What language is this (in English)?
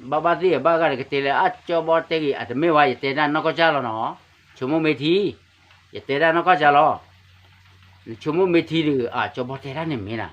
S'gaw Karen